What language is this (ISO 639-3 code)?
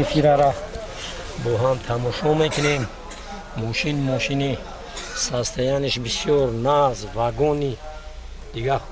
tgk